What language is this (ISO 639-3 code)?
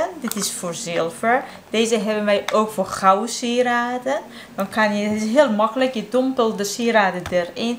nld